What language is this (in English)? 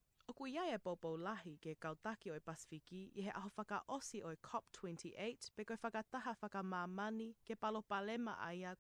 Tongan